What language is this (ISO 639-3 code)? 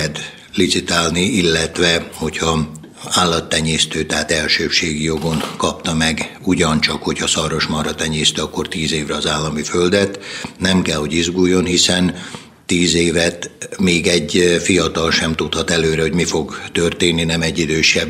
hun